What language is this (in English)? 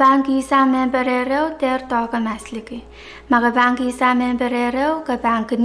Pohnpeian